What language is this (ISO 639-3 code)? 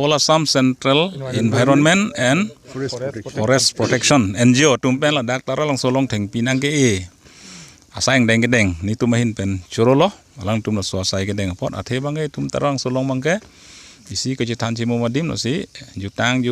mjw